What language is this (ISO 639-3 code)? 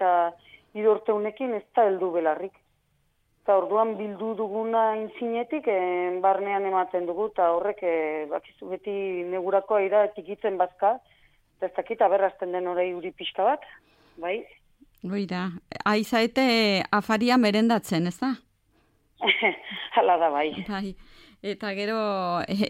eus